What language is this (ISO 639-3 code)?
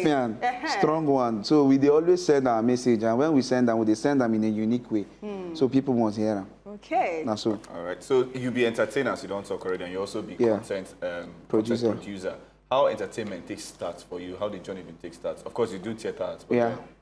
pcm